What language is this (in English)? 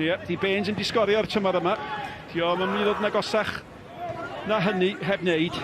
Welsh